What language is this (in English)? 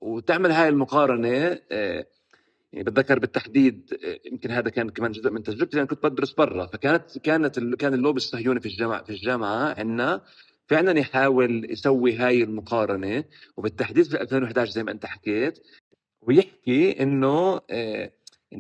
North Levantine Arabic